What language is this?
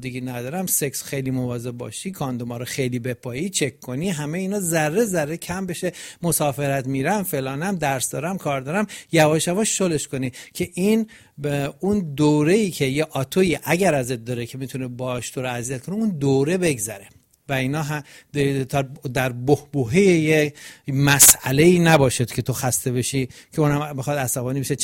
Persian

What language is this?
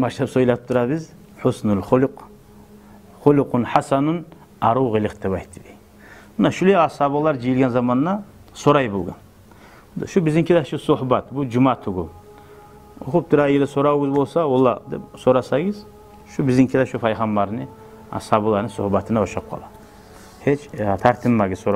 Kumyk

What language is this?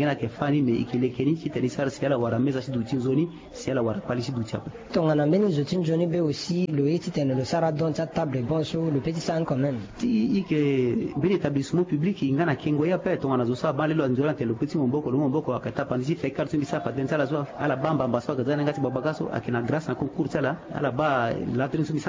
Sango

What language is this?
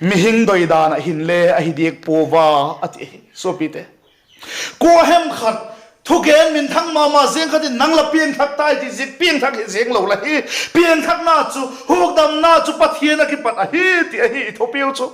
Vaiphei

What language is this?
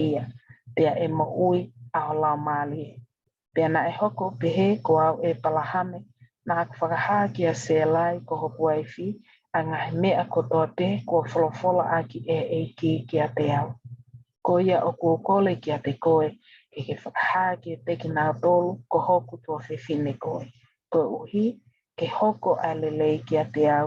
Tongan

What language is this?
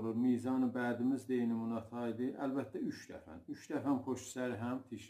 South Azerbaijani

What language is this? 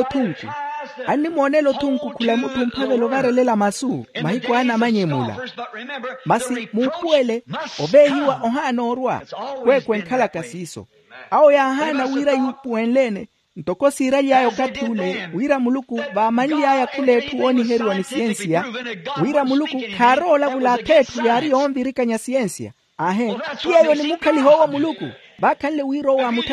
Makhuwa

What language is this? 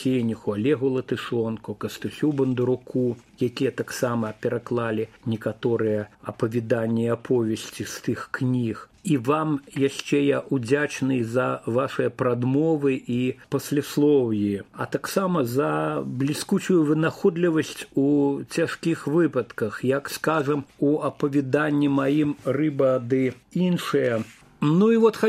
Belarusian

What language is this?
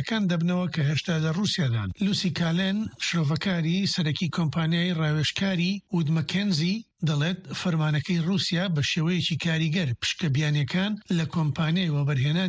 Central Kurdish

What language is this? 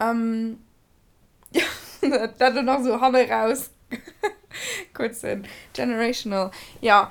Luxembourgish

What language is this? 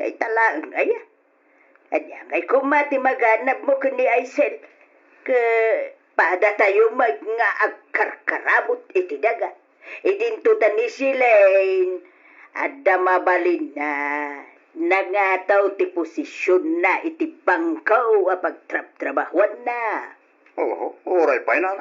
Iloko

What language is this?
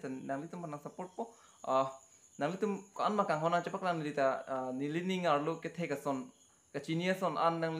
Karbi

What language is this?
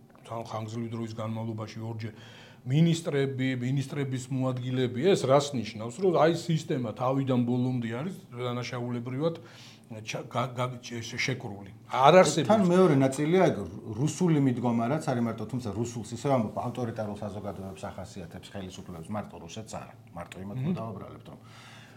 Georgian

